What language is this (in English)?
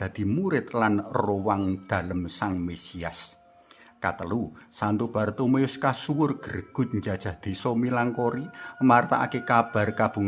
Javanese